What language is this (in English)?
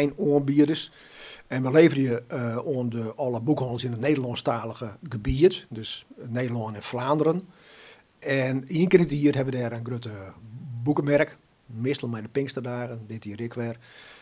Western Frisian